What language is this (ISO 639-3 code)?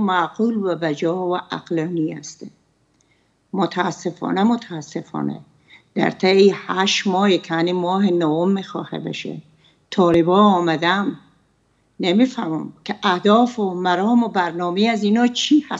fas